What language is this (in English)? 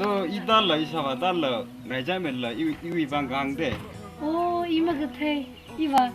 Tangkhul Naga (India)